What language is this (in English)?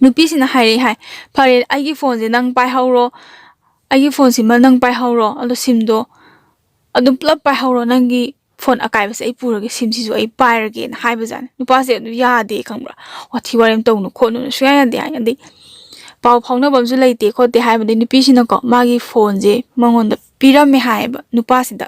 Manipuri